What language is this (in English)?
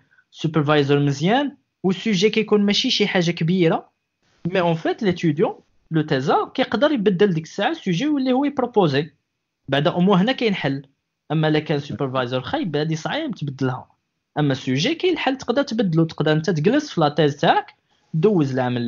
Moroccan Arabic